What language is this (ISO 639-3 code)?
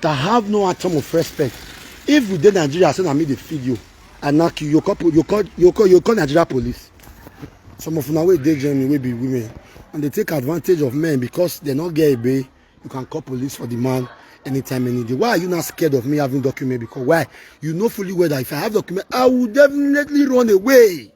pcm